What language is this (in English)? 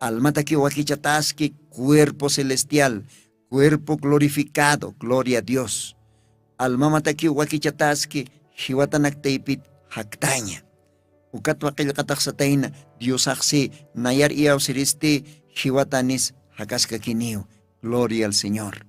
Aymara